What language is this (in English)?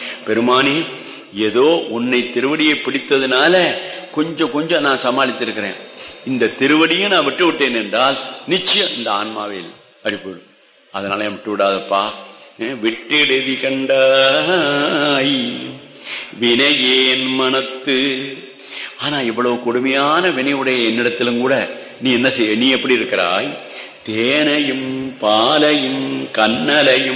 Tamil